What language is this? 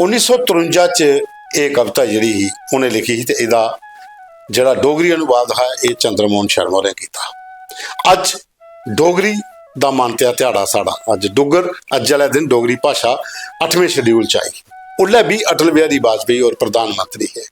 Dogri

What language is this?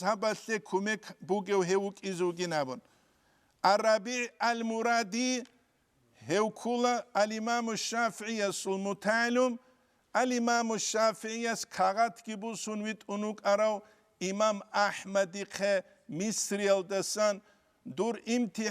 Avaric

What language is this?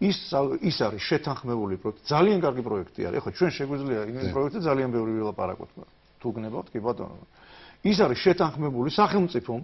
Georgian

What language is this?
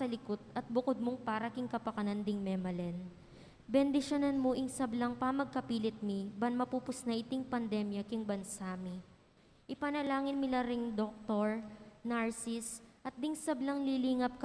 Pampanga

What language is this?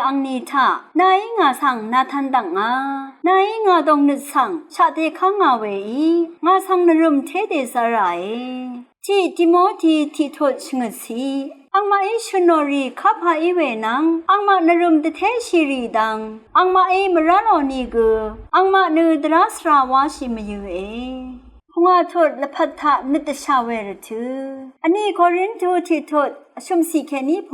Rawang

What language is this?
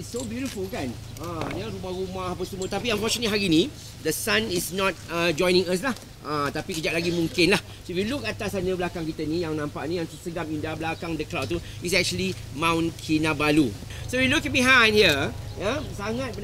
Malay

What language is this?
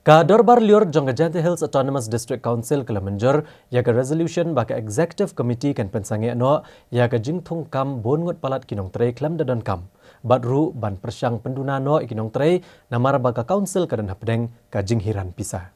Khasi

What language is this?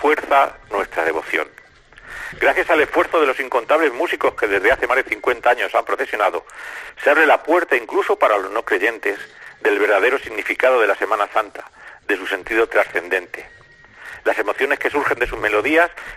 Spanish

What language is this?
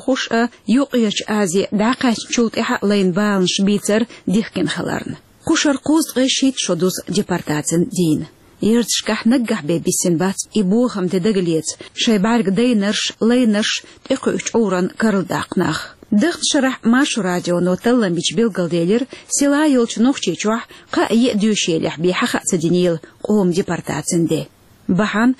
Chechen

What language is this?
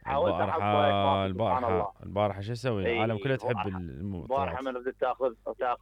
Mesopotamian Arabic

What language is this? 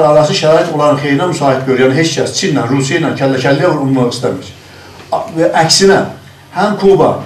South Azerbaijani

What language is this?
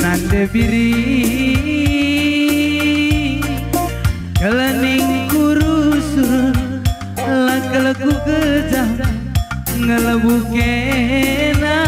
Batak Karo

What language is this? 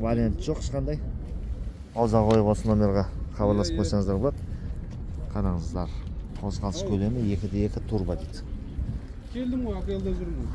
Kazakh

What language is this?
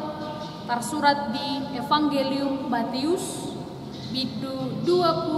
Batak Toba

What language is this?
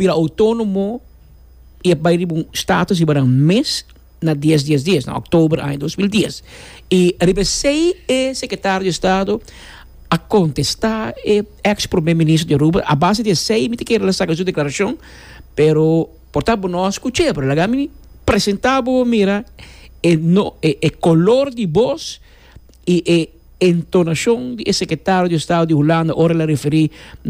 Papiamento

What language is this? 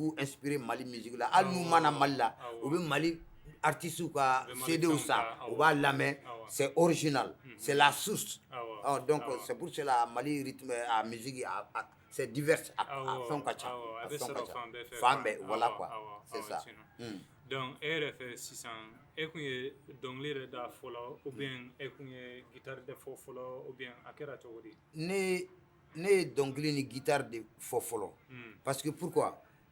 Bambara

